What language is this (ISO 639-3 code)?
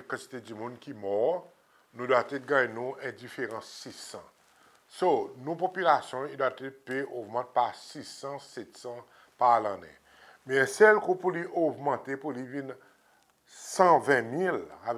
crs